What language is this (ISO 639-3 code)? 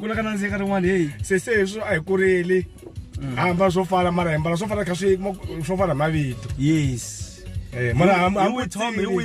tso